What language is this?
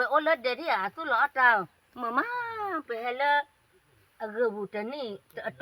S'gaw Karen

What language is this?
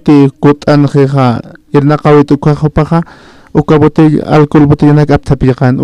Aymara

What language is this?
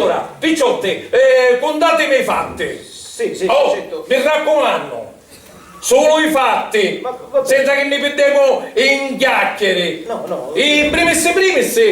Sicilian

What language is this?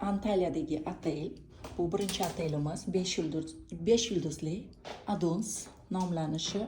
Uzbek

